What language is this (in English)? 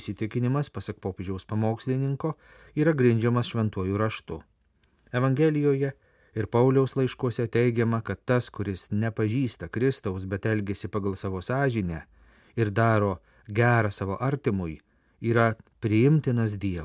Lithuanian